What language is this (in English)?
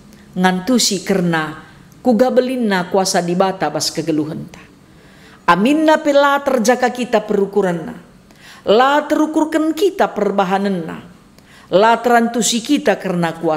Batak Karo